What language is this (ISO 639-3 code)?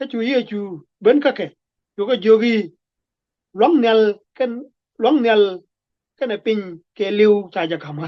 nus